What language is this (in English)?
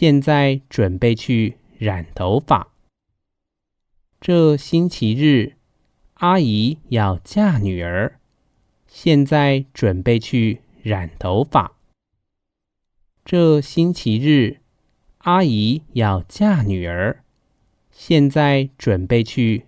Hakka Chinese